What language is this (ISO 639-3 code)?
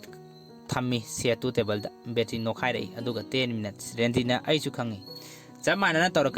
mni